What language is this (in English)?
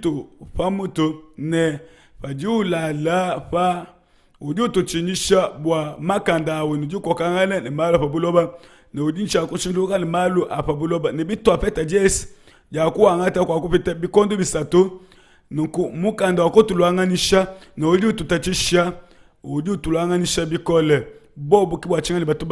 Luba-Lulua